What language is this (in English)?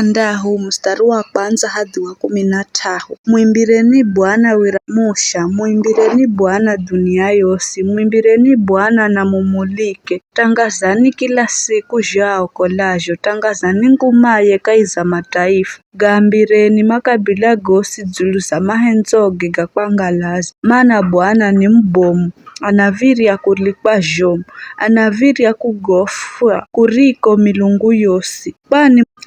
Giryama